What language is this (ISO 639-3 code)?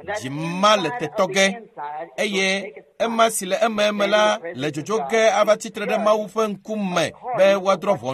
ewe